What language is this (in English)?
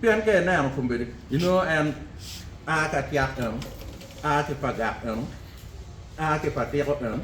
Acoli